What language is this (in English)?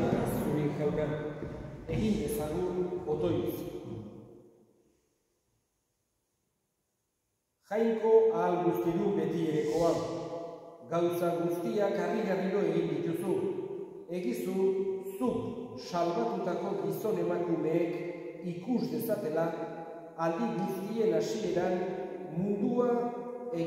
Basque